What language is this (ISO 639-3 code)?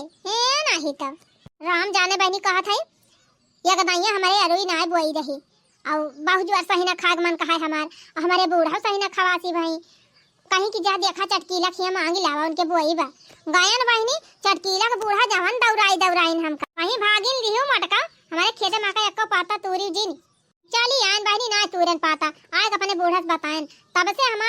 awa